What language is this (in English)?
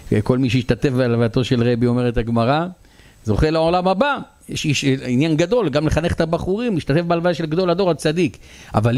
Hebrew